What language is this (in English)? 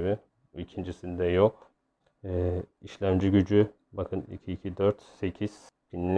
Turkish